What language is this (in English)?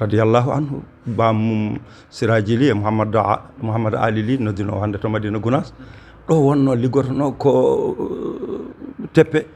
Fula